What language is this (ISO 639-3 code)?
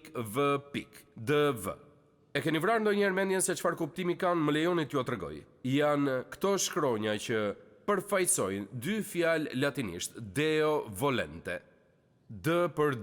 sqi